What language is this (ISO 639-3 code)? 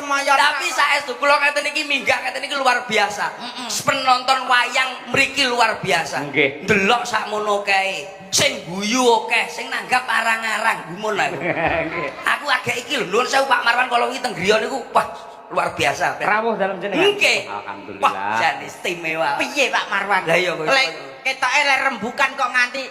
jav